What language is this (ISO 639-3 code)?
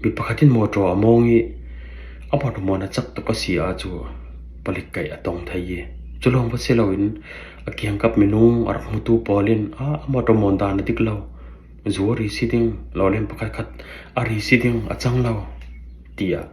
cfm